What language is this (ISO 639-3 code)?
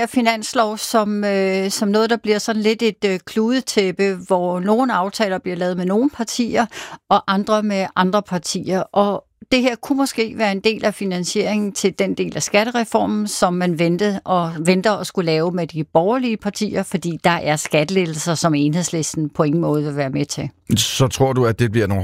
dan